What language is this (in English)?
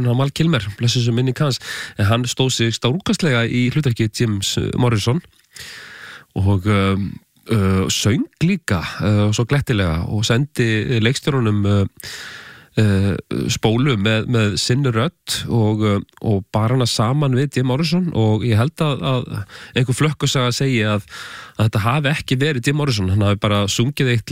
Icelandic